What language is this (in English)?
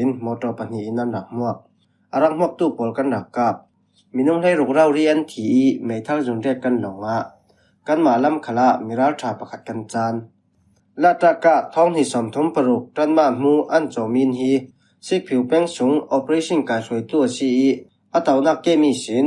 Falam Chin